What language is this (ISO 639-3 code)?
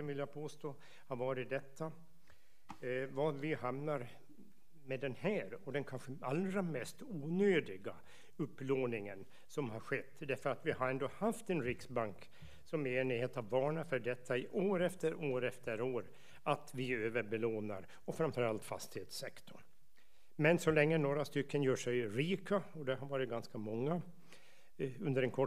swe